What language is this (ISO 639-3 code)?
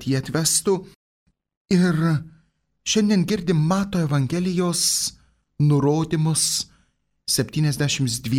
lit